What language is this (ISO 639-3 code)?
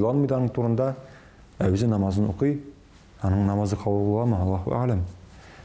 tat